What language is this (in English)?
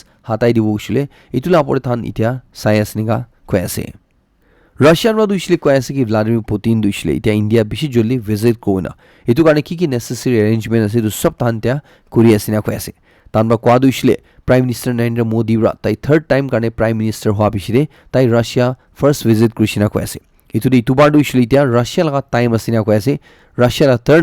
Naga Pidgin